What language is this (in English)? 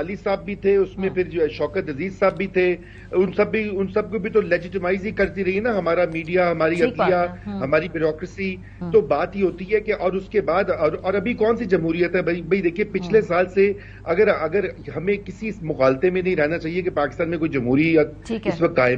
Urdu